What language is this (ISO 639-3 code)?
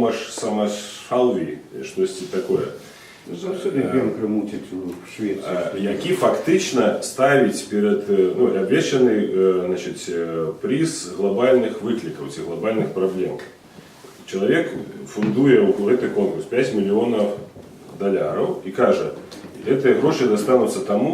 bel